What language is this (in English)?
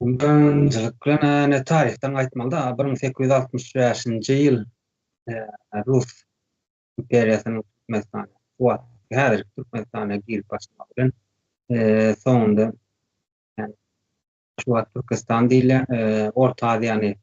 Turkmen